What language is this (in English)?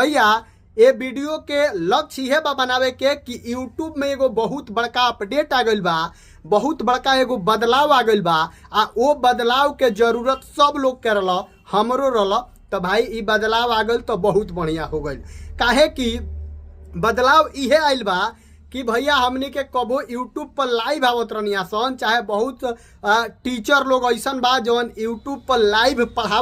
Bhojpuri